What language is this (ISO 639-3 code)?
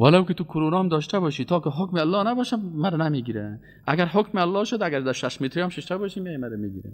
fas